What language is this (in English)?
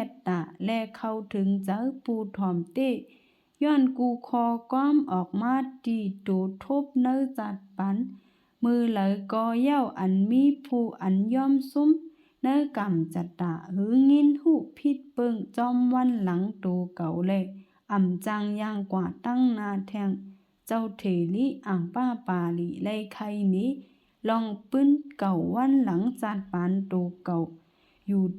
Shan